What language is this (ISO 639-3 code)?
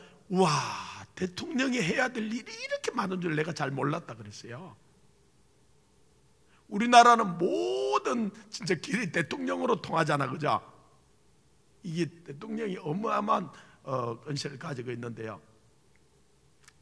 kor